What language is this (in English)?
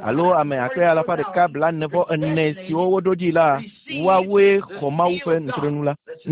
Ewe